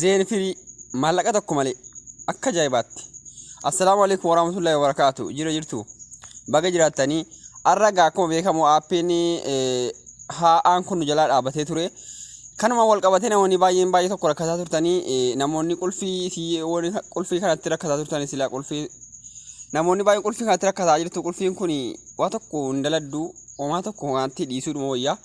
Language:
Oromo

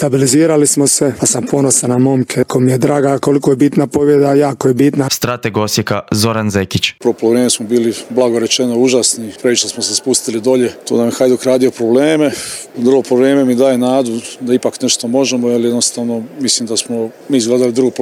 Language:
Croatian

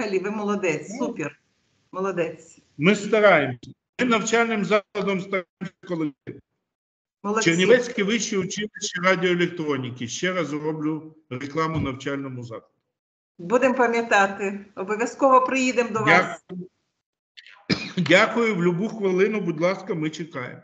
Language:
Ukrainian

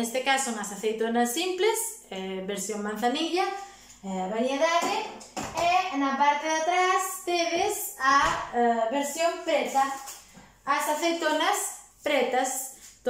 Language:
Galician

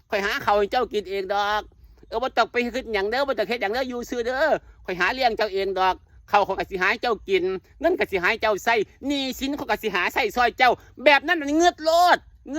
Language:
Northeastern Thai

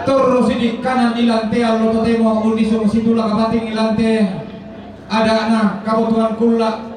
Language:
Toraja-Sa'dan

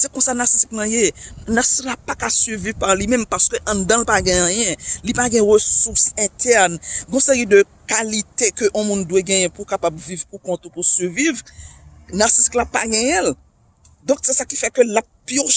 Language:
Haitian Creole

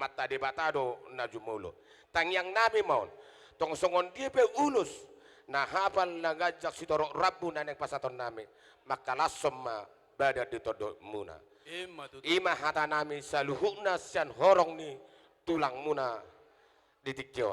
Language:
Batak Toba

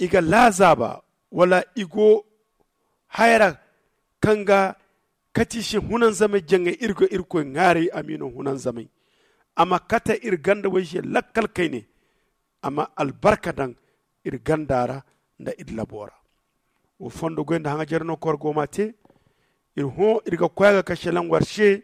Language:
Zarma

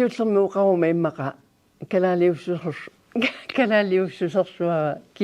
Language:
Kalaallisut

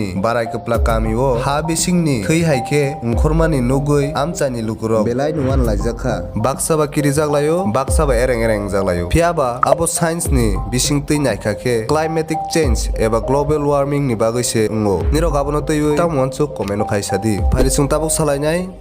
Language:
Kok Borok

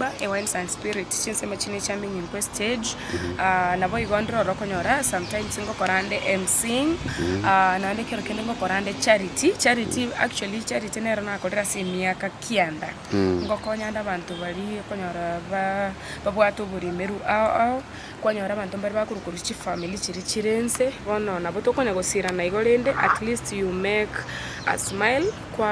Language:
Gusii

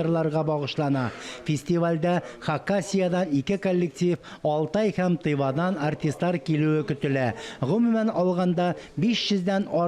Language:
Tatar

